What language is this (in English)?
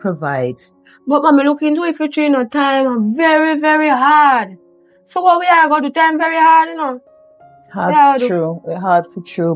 Jamaican Creole English